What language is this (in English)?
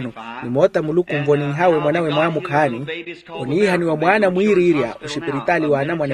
Makhuwa